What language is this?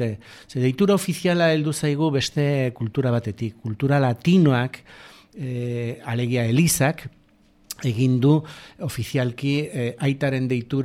Basque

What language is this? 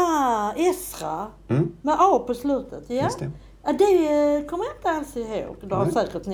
Swedish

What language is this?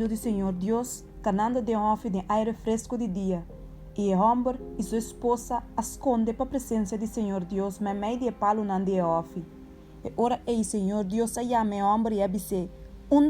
Papiamento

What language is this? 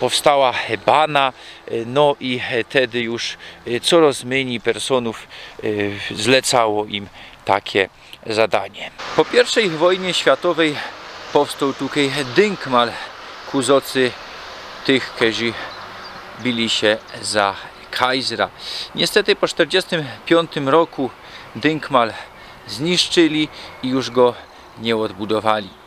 Silesian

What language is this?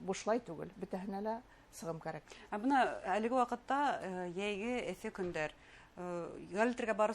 Bashkir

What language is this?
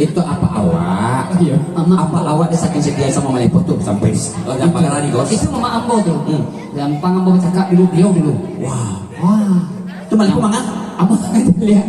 Minangkabau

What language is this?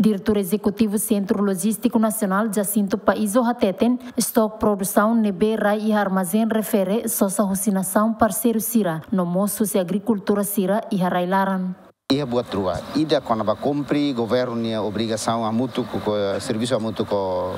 Tetum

